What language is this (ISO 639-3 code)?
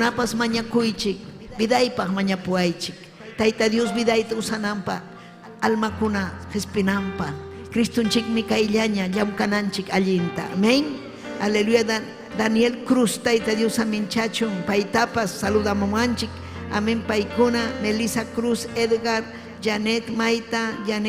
quy